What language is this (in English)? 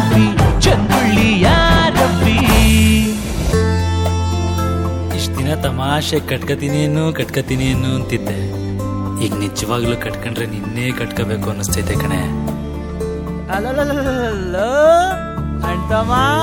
Kannada